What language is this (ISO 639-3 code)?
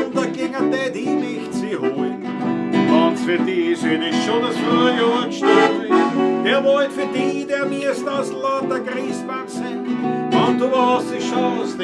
bar